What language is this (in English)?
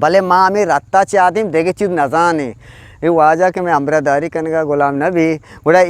Eastern Balochi